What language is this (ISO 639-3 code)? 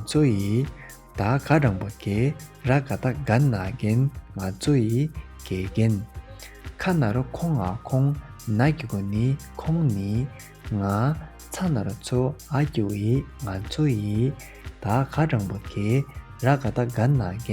bod